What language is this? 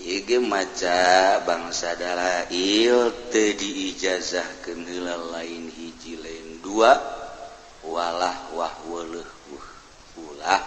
Sundanese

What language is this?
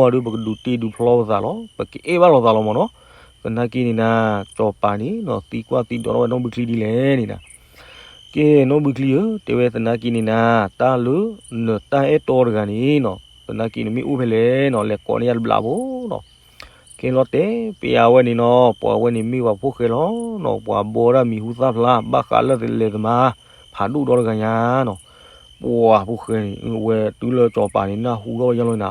S'gaw Karen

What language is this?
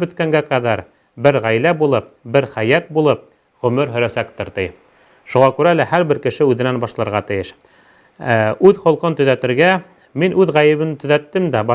Bashkir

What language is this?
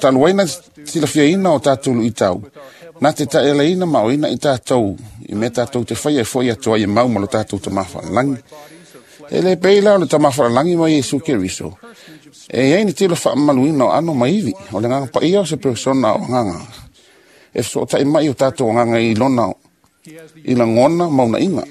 Samoan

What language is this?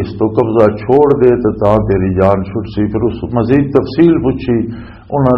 Western Panjabi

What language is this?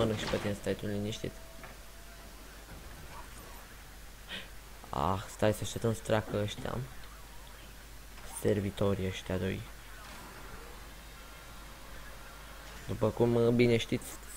Romanian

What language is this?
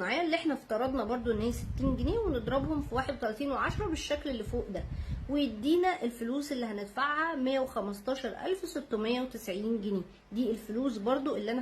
Egyptian Arabic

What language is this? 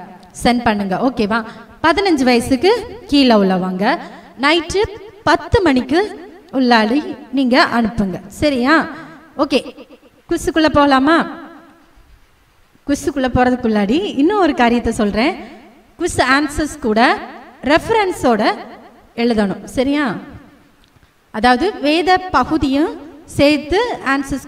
Tamil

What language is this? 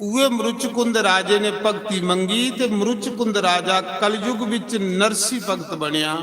Dogri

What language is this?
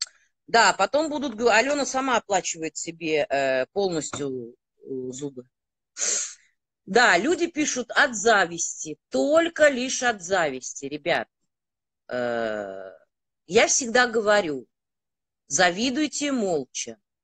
Russian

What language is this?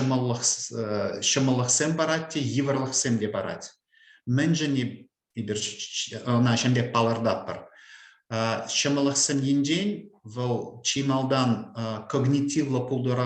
Chuvash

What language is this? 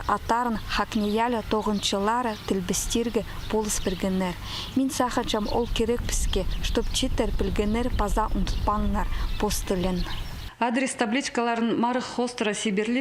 Khakas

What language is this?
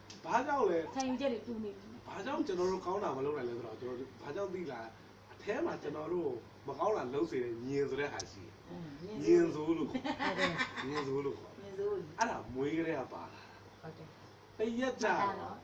Burmese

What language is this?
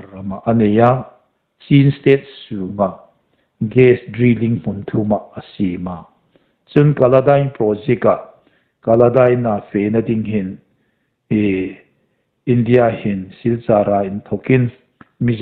Hmar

